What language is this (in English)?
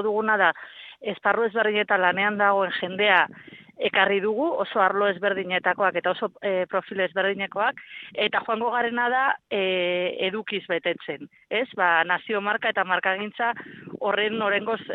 Basque